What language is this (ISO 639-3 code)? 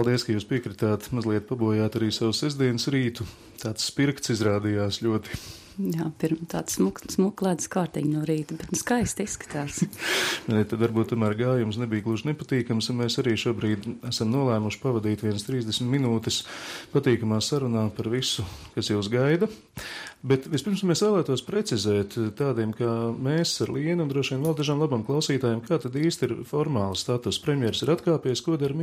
lav